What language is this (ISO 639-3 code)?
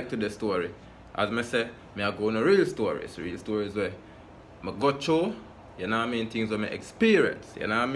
jam